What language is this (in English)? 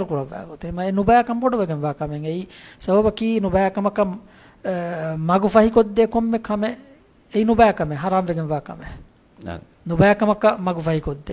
Divehi